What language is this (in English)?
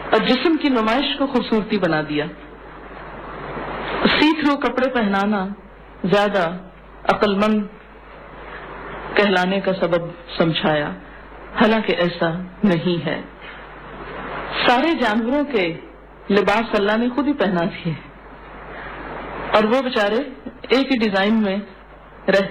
Urdu